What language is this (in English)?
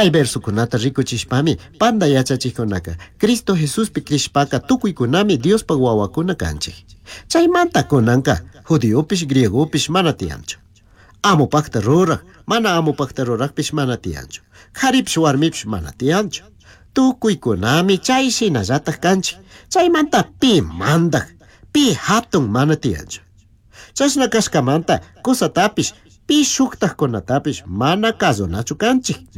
Chimborazo Highland Quichua